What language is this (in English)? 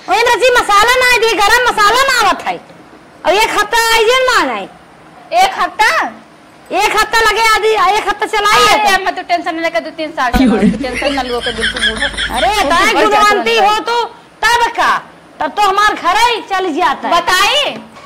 Awadhi